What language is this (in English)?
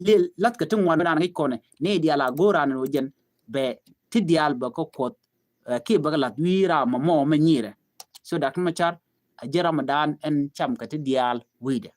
Nuer